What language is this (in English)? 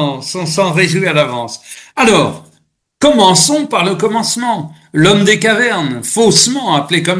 French